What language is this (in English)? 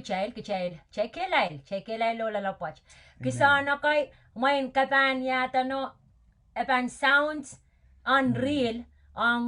Pohnpeian